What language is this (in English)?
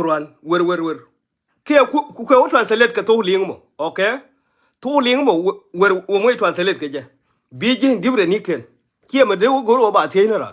Nuer